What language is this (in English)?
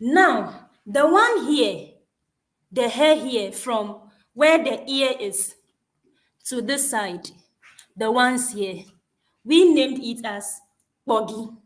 Ewe